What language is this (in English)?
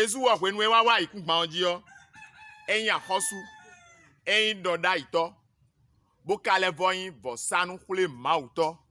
Fon